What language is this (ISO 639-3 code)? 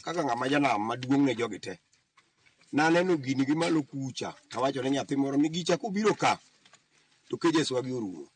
luo